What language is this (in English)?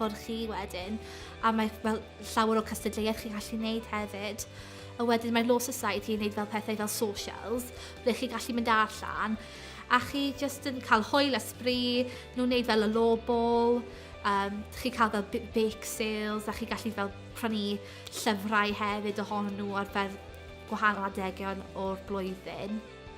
Welsh